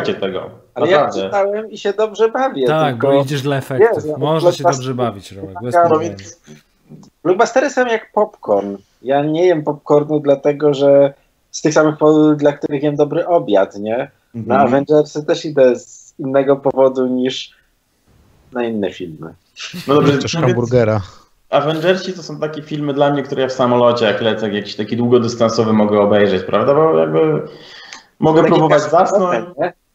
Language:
Polish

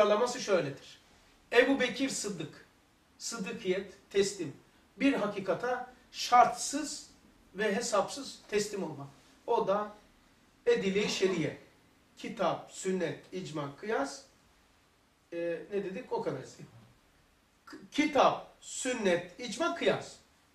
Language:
Turkish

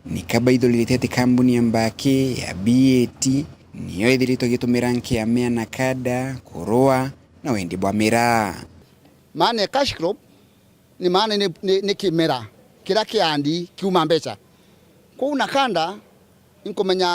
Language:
Meru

